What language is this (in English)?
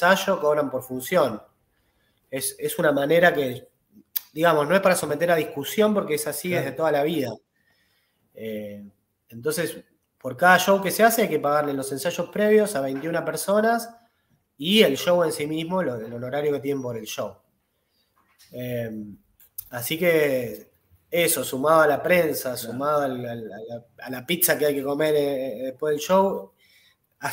Spanish